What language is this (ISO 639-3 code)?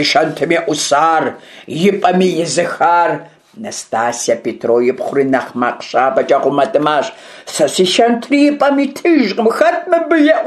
kbd